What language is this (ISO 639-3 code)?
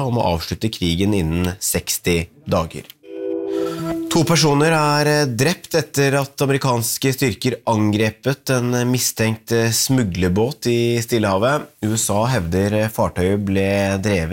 nor